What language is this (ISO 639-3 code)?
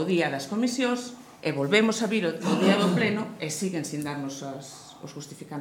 glg